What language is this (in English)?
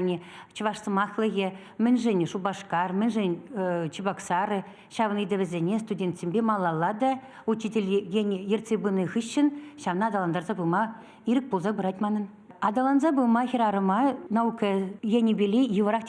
Chuvash